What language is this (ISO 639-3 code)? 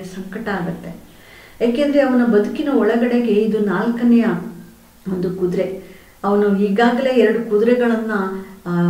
kan